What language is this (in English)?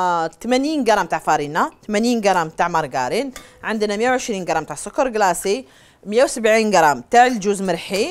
Algerian Arabic